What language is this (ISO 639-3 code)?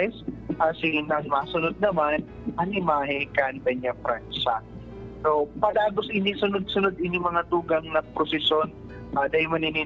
bik